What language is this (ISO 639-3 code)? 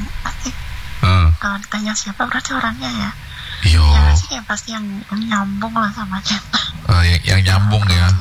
ind